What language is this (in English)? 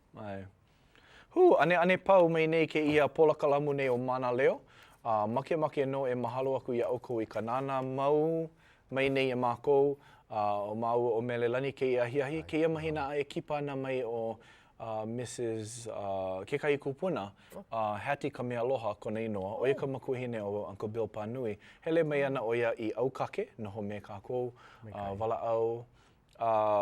Hawaiian